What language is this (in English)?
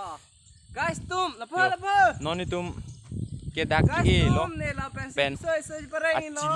Karbi